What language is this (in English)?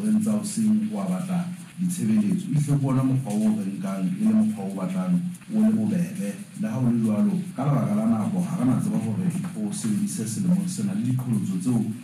Southern Sotho